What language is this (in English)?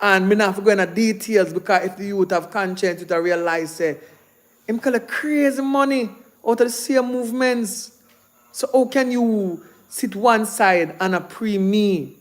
Jamaican Creole English